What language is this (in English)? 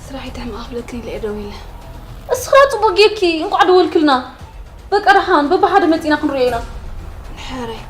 Tigrinya